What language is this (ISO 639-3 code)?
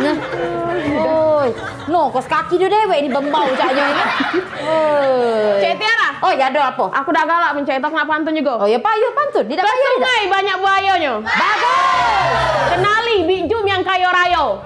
mui